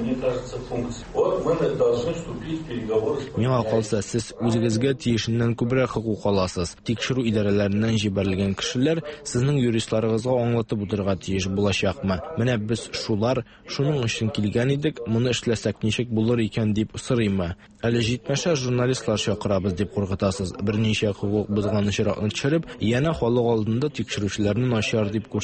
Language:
Tatar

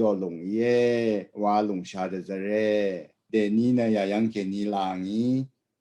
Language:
Rawang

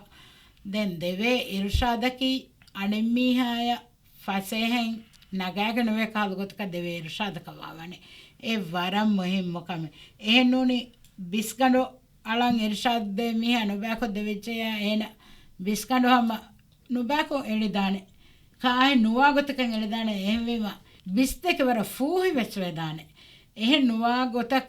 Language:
Divehi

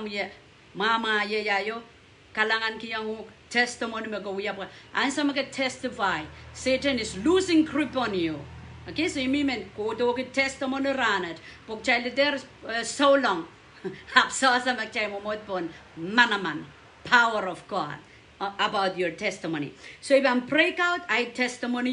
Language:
Pohnpeian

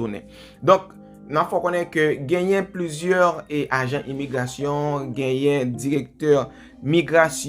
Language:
Haitian Creole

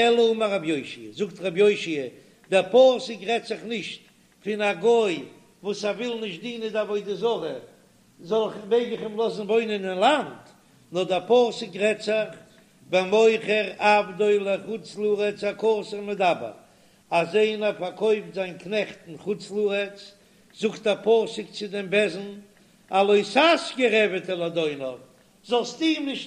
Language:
Yiddish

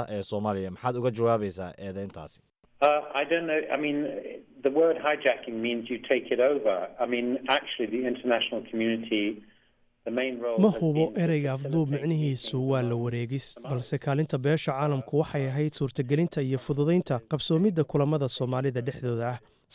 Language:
Somali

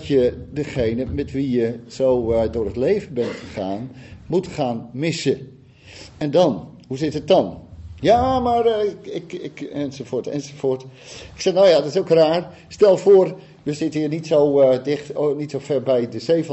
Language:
Dutch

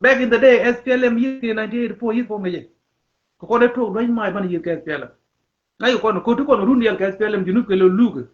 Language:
Nuer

